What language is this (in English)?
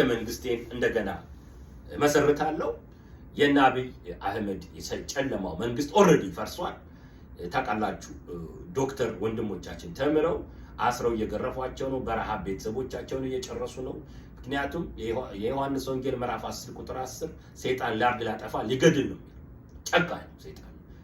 Amharic